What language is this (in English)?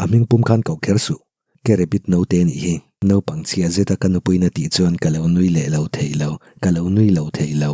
Mizo